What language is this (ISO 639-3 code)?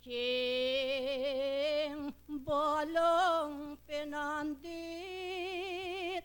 pam